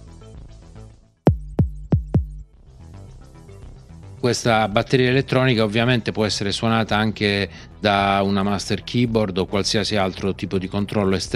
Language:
Italian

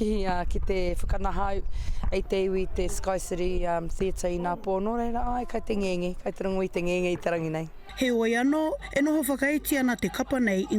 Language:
Māori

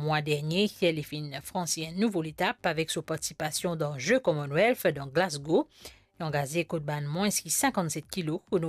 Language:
Morisyen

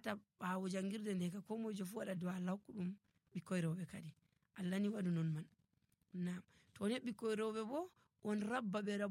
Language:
Nigerian Fulfulde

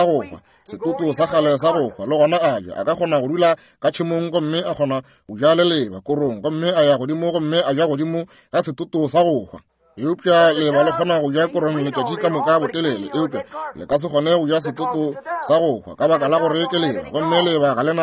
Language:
Northern Sotho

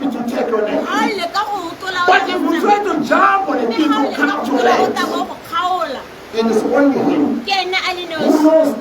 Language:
Tswana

